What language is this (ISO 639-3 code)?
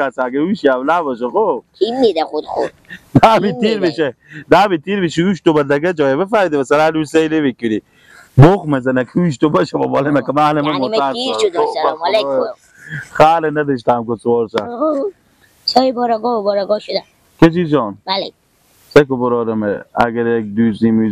fas